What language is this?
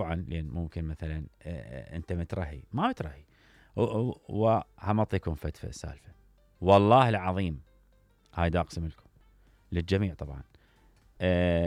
Mesopotamian Arabic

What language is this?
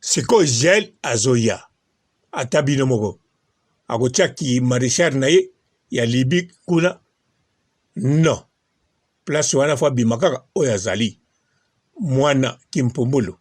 Lingala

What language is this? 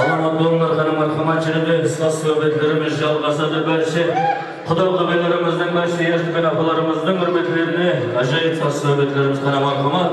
Kara-Kalpak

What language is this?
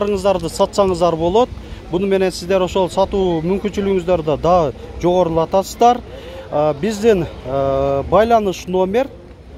Kyrgyz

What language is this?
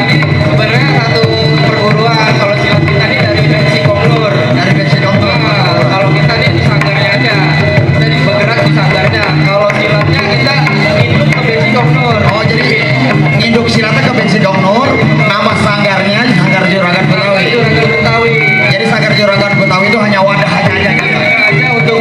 Betawi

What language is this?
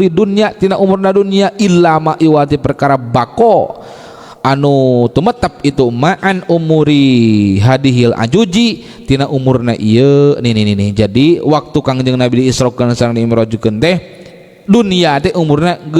Sundanese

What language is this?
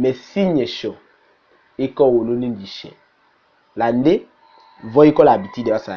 Tetela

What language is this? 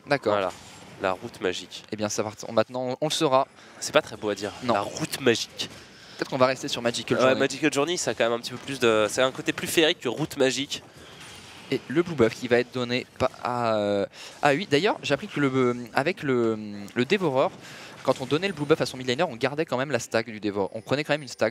French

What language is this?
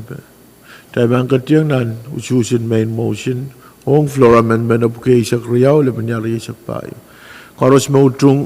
Pohnpeian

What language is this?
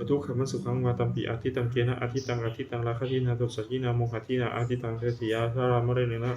Pali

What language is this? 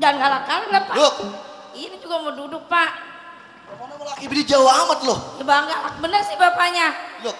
Betawi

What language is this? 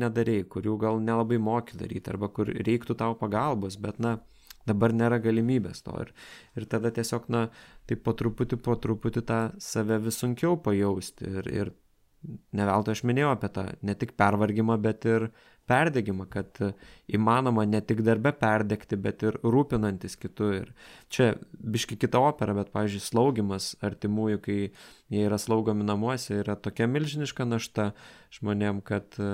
Lithuanian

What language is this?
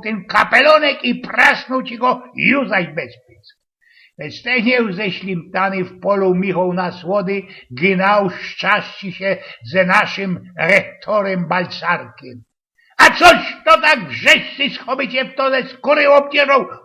Silesian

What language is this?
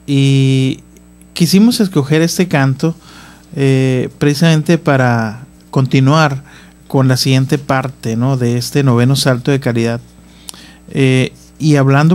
Spanish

